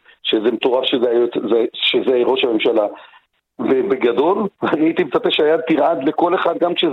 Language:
Hebrew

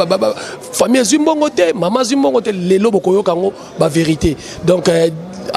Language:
Lingala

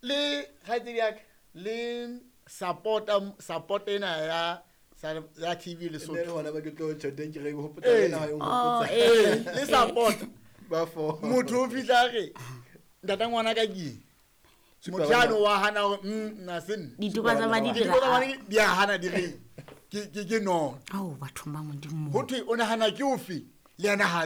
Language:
Southern Sotho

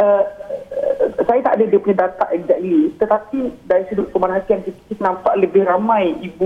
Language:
Malay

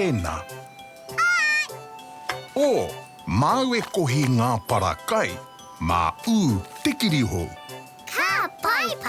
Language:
Māori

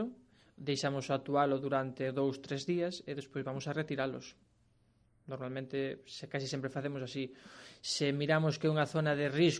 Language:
Galician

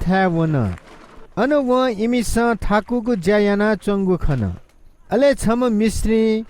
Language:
Newari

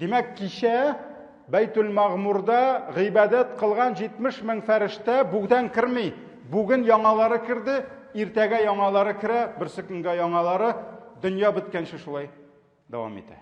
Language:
Tatar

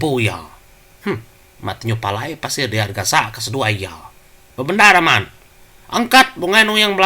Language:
Iban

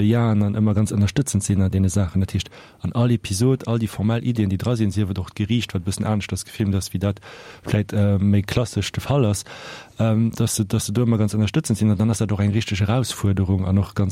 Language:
Luxembourgish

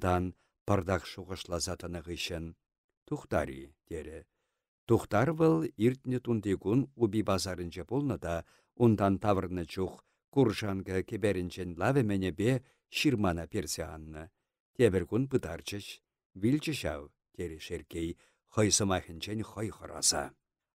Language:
Chuvash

